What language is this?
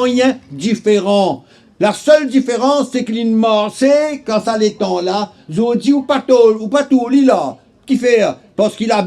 Morisyen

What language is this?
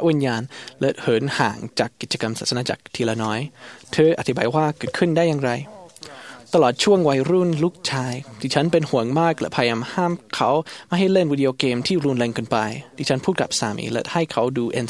Thai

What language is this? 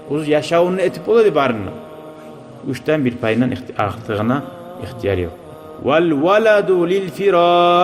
Kumyk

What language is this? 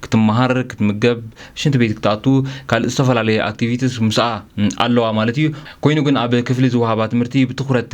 Tigrinya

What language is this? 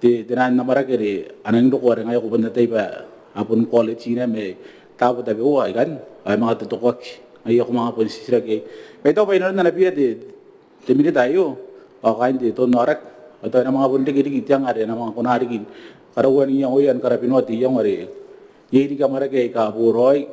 Gilbertese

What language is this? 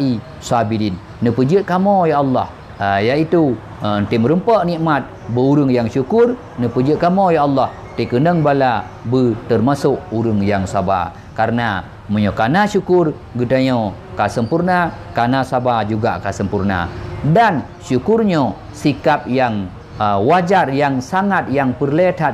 Achinese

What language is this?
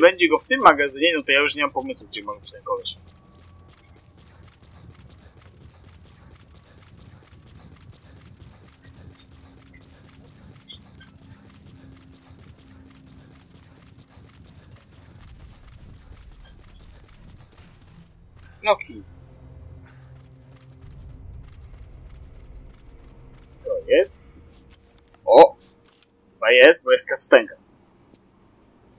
Polish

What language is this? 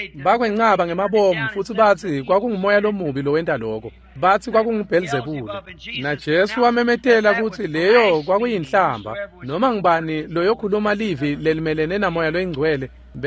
Swati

